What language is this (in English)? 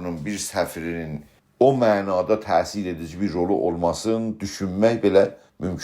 South Azerbaijani